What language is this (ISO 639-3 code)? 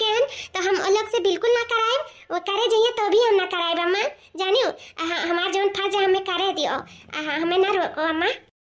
awa